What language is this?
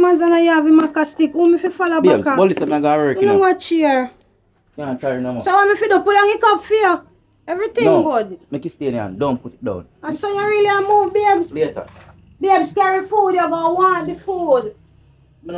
Jamaican Creole English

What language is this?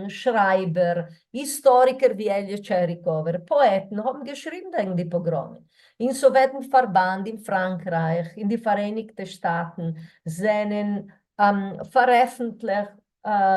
Yiddish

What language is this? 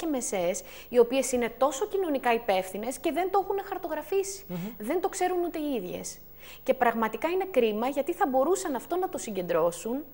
Greek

